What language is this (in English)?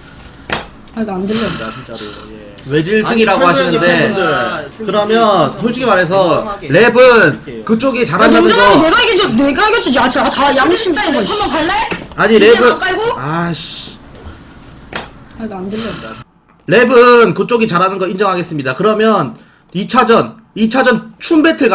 Korean